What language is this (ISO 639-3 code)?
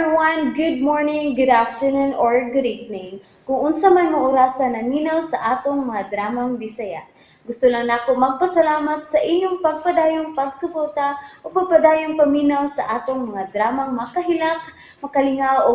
ceb